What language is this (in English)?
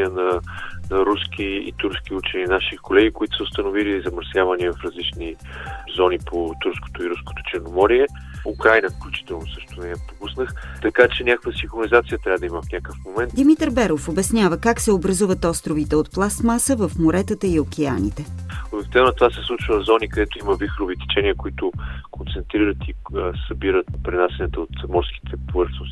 Bulgarian